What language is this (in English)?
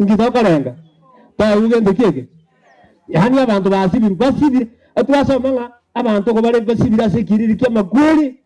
Gusii